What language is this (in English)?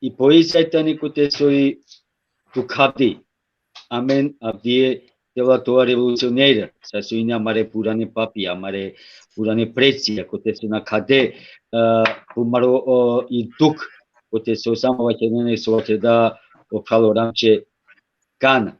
Balkan Romani